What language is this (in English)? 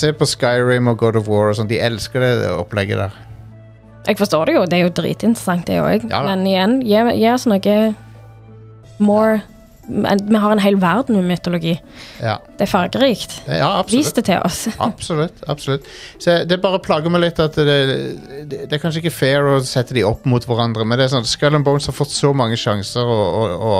Norwegian